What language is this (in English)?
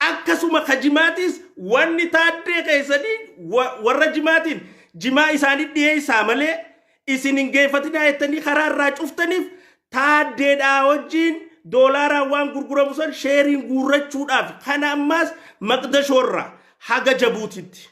Oromo